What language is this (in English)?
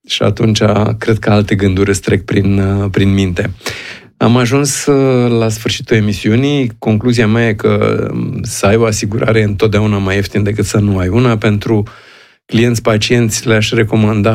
Romanian